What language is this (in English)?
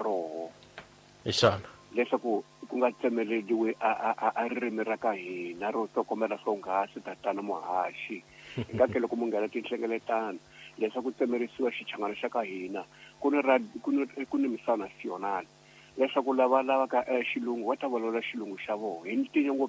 Tsonga